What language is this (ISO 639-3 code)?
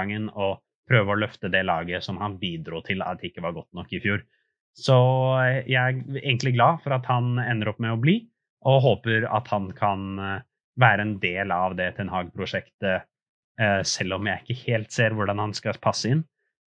nor